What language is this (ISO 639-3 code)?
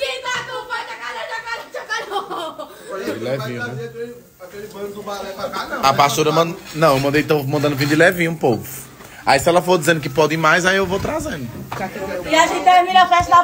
por